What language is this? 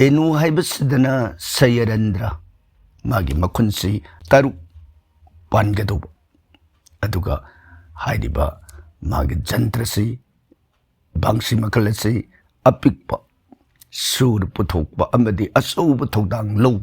Manipuri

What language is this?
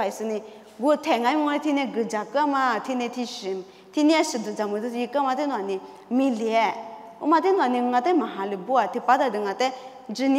Lisu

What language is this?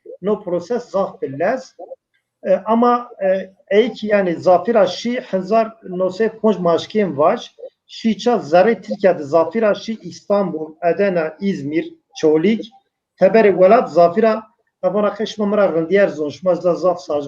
Zaza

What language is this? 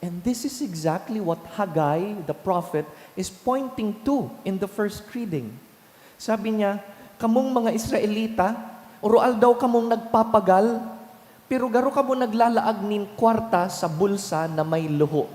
Bikol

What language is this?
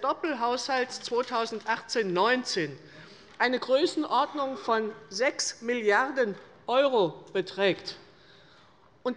German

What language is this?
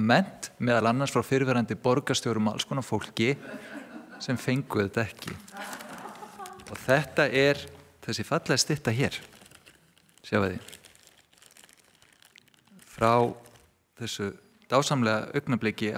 Icelandic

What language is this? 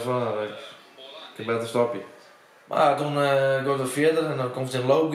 Western Frisian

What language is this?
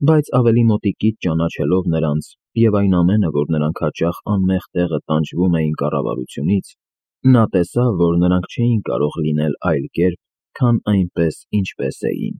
Armenian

